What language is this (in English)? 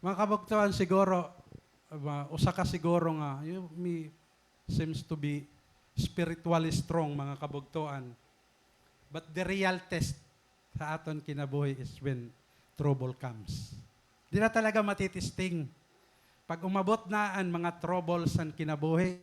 Waray